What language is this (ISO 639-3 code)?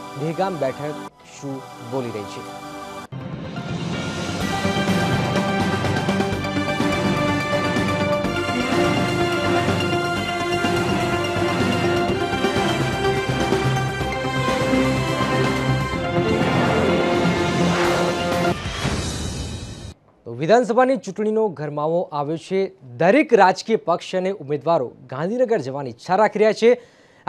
guj